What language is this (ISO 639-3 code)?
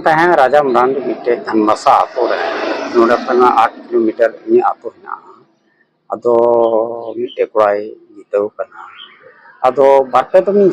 sat